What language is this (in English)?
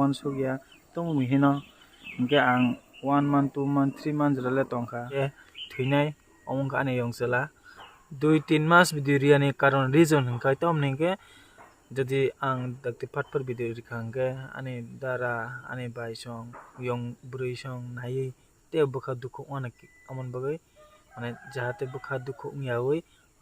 Kok Borok